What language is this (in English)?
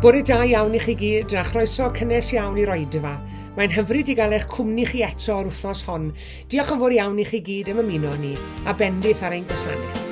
Welsh